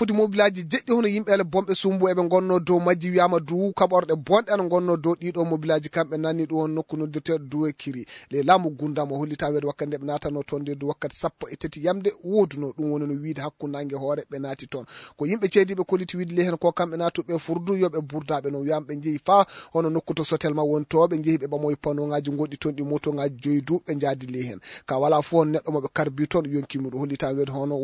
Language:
Maasina Fulfulde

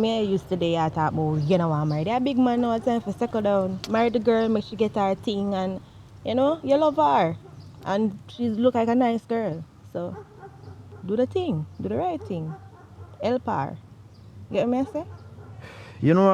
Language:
Jamaican Creole English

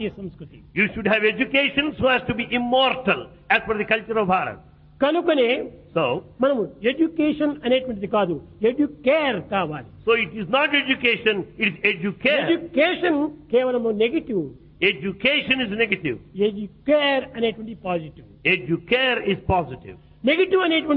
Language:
Telugu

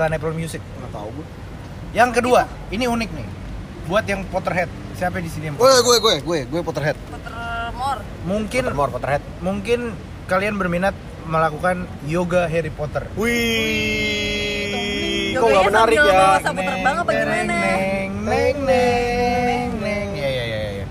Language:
Indonesian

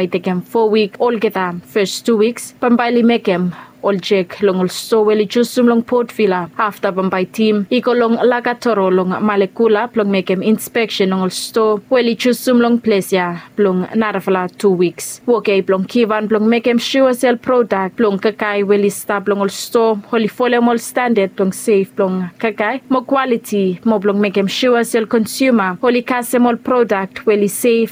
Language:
Bislama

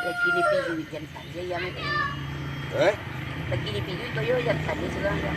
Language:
Minangkabau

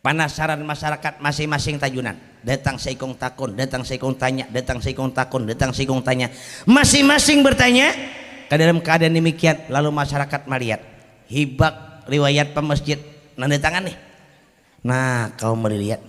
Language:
Banjar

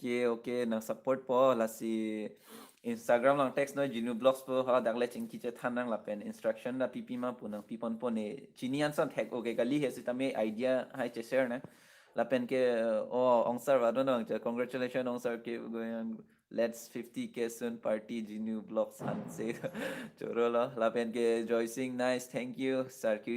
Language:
Karbi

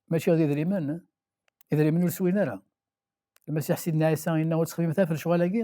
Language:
Kabyle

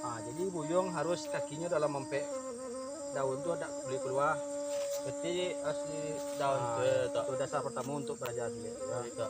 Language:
Minangkabau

